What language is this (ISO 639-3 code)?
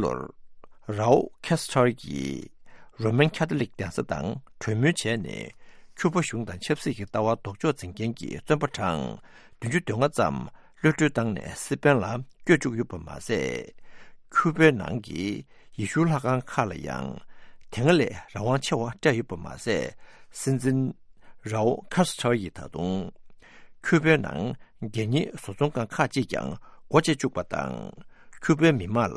bod